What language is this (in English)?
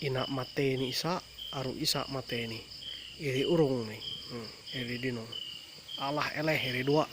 Ma'anyan